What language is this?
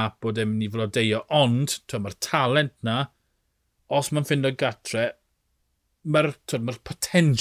Welsh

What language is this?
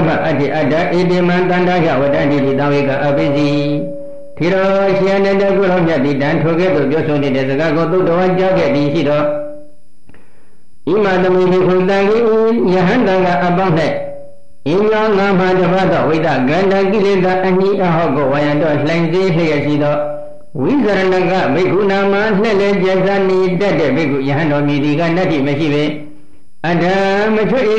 Burmese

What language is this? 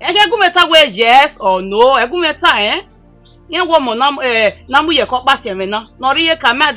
Bini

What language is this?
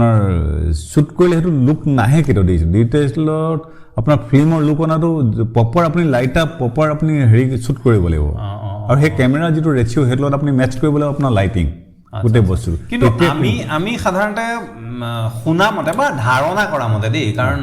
Assamese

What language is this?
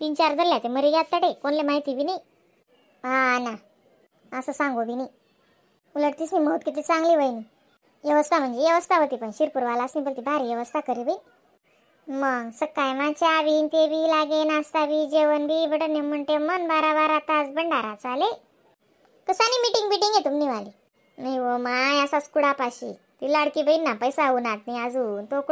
Khandesi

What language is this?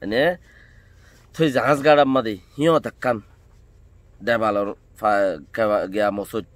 Rohingya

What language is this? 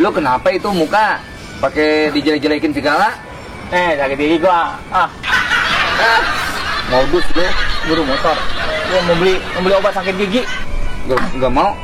Betawi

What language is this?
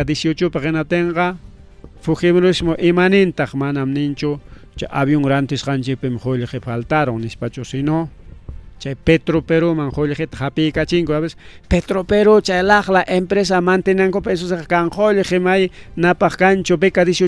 Ayacucho Quechua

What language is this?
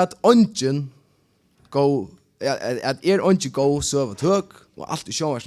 Faroese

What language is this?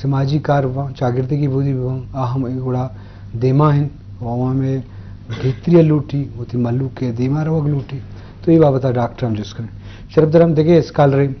Eastern Balochi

